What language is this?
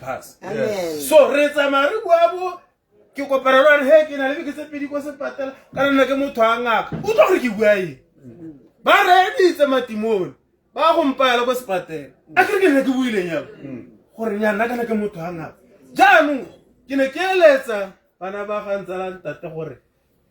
Tswana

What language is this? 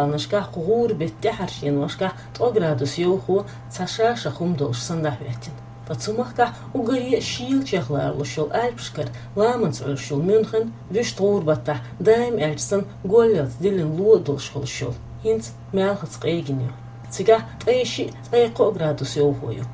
Chechen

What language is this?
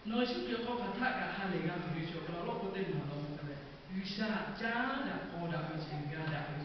Lahu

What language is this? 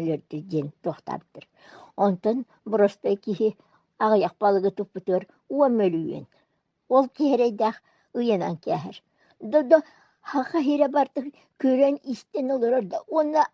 Yakut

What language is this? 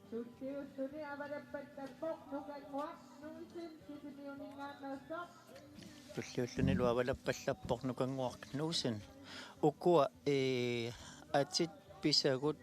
Kalaallisut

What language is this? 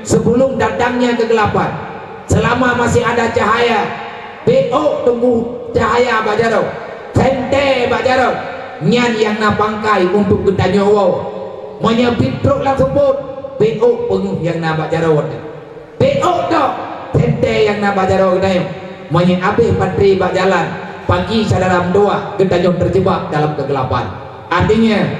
Achinese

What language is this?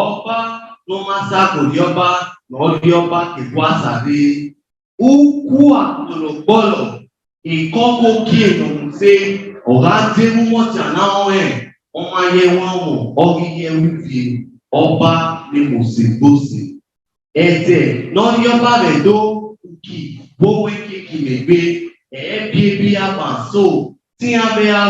Bini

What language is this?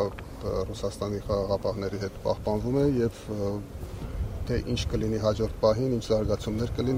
Armenian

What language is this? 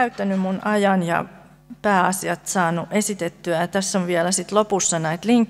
Finnish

